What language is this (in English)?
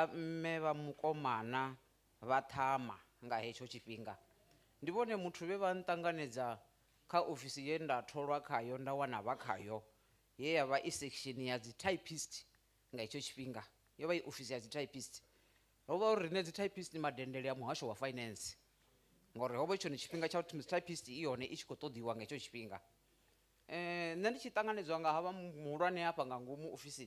Venda